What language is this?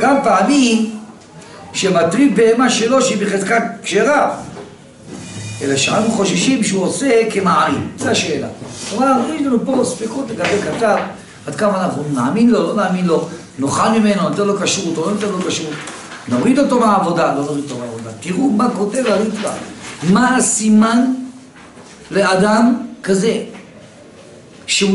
Hebrew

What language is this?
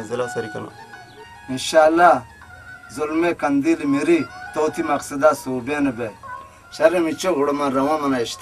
Baluchi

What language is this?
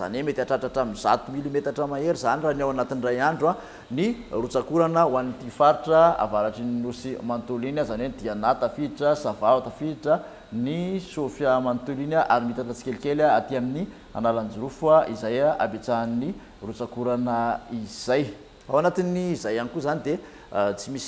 Malagasy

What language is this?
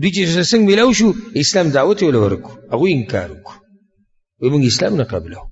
Pashto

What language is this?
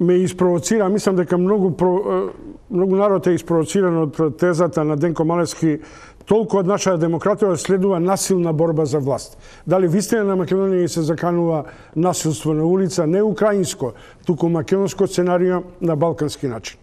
Macedonian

